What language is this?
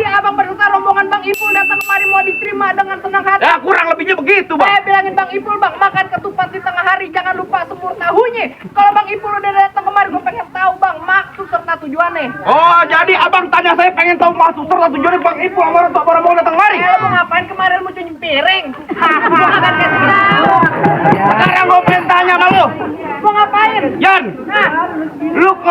Betawi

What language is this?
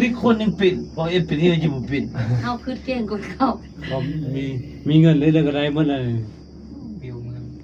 Lao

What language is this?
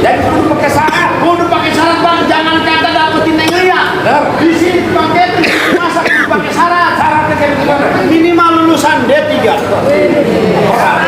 Betawi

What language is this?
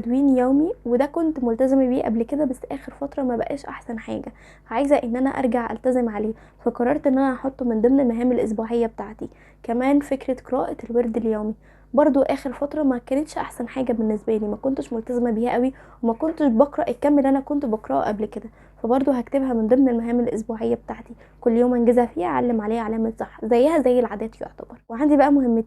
Egyptian Arabic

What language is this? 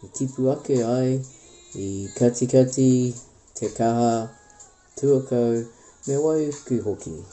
Māori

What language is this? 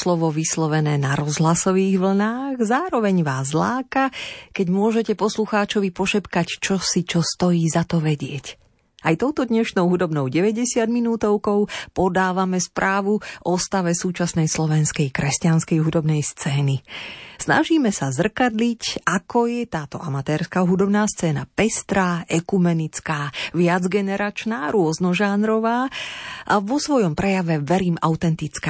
Slovak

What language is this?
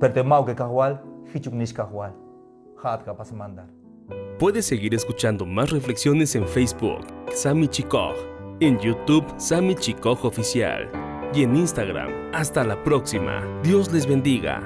Tzeltal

